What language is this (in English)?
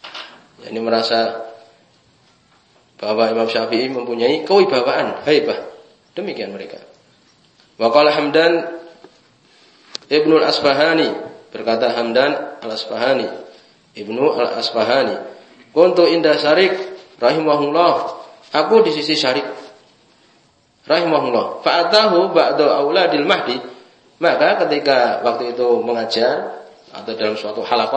Indonesian